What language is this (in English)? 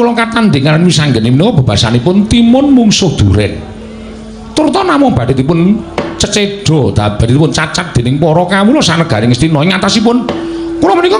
Javanese